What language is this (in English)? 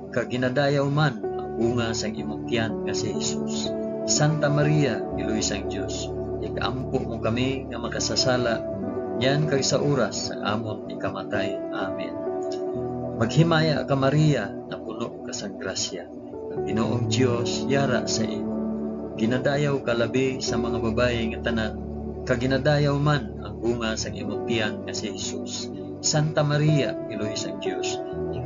Hiligaynon